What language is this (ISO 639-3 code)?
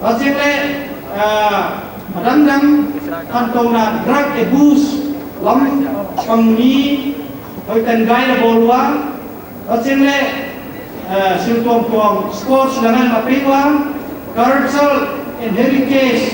pck